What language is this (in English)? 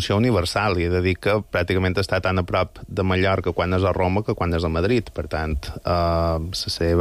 Catalan